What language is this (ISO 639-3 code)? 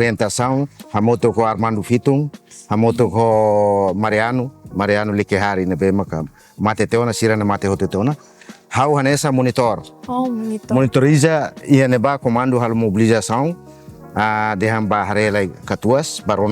tet